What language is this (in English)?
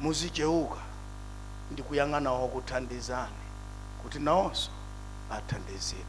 Nyanja